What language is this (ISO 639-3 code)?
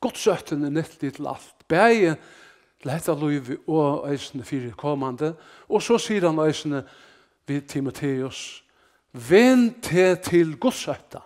fao